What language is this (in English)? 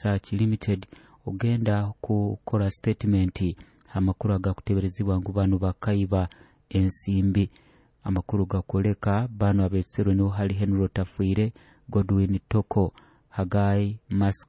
Nyoro